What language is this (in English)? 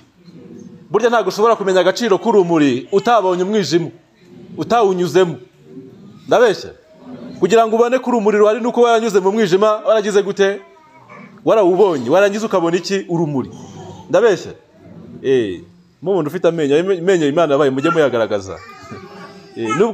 Kinyarwanda